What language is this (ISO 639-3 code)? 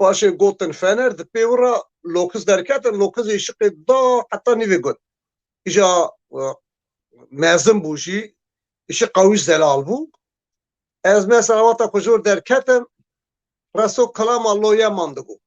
kur